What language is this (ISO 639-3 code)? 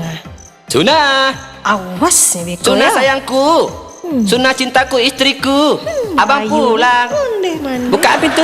min